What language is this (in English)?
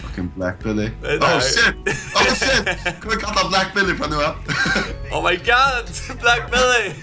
Faroese